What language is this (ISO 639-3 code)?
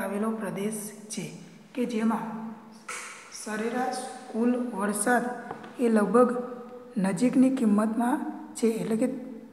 guj